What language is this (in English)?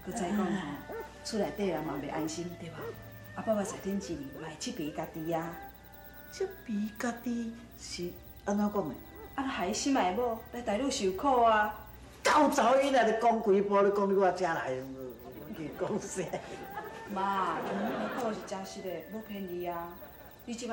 Min Nan Chinese